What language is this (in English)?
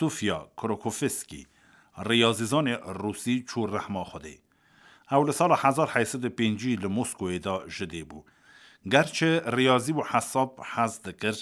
Kurdish